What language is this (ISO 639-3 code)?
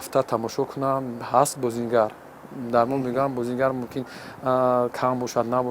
tgk